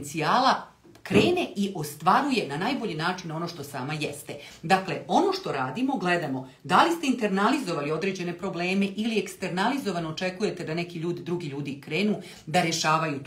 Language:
Serbian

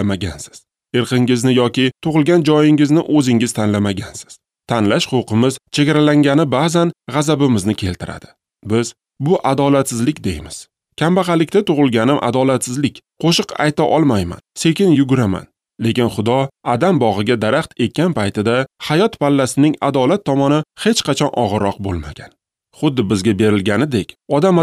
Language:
Uzbek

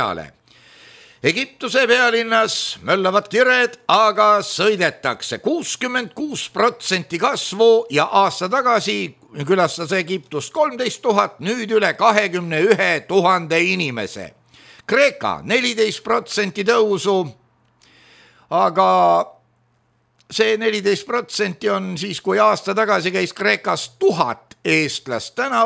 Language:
Estonian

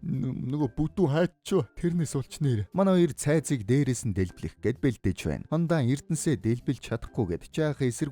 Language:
Mongolian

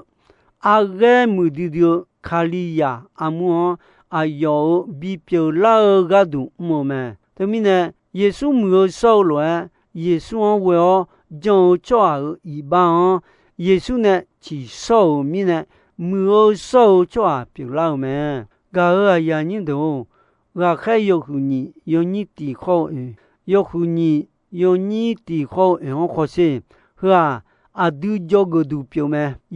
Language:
Akha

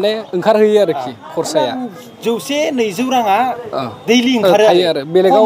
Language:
Bodo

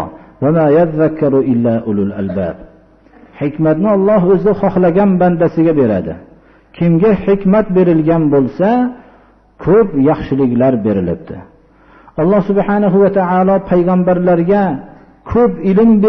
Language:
Uzbek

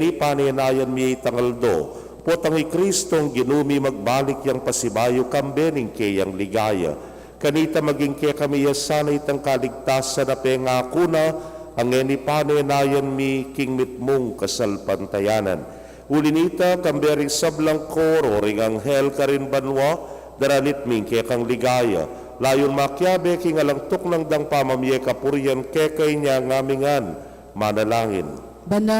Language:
Pampanga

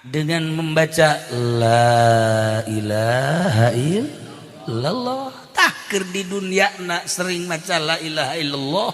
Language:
Sundanese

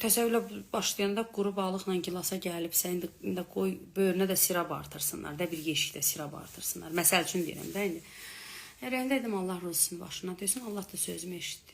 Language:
Azerbaijani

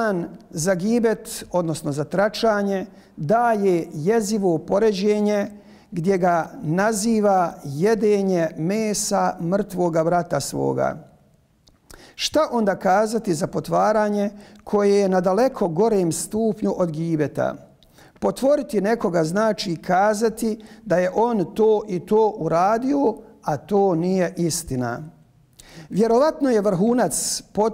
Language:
Bosnian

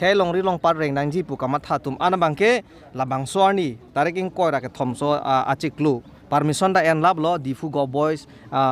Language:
Karbi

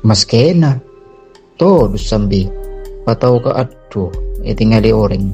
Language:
Madurese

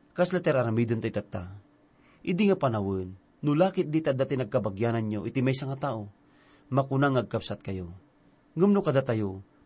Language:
Iloko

